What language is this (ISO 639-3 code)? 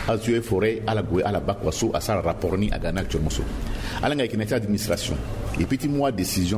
sag